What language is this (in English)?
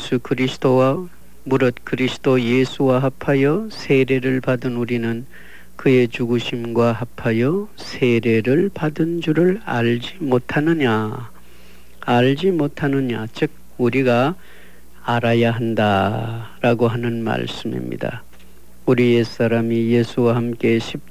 Korean